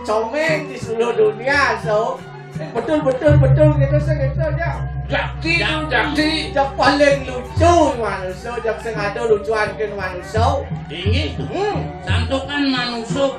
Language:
Balinese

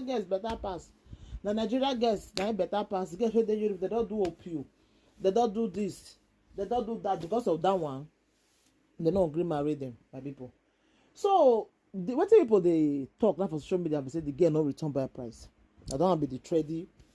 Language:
Nigerian Pidgin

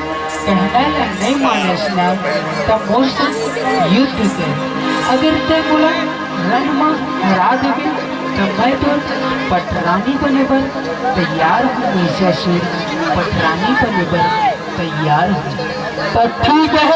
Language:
Chhattisgarhi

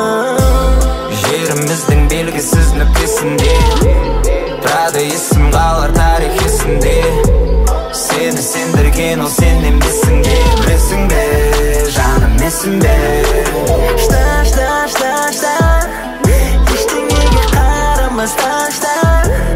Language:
Kazakh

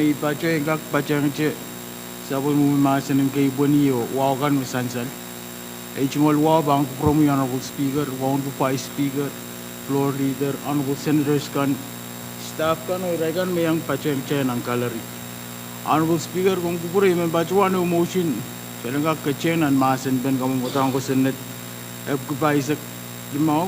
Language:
Pohnpeian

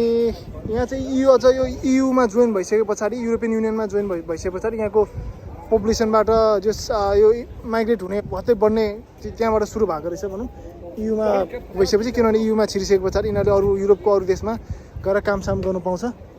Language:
Nepali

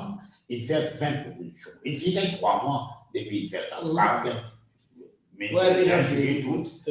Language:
Morisyen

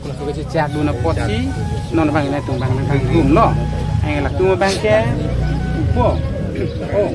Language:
Karbi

